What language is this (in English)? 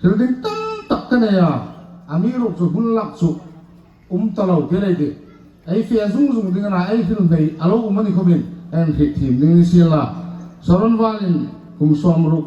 Hmar